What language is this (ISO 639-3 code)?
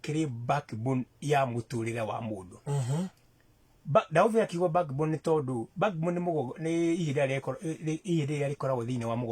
kik